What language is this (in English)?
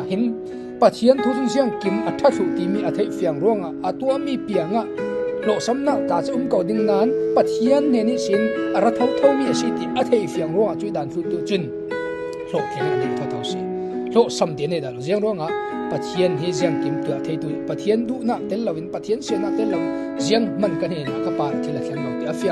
Falam Chin